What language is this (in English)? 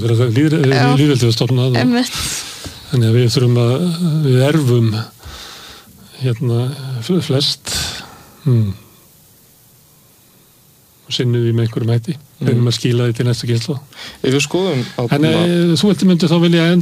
Icelandic